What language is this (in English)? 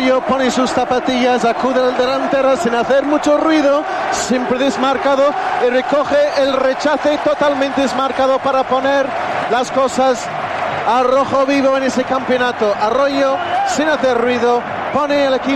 Spanish